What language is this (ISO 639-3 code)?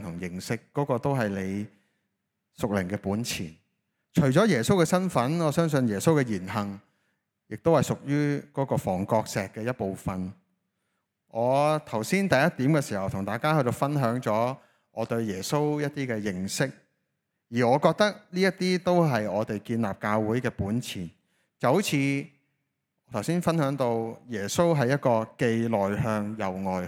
yue